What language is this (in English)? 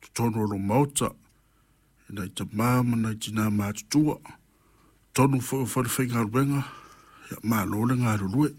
Samoan